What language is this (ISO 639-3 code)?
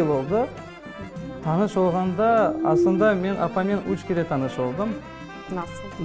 crh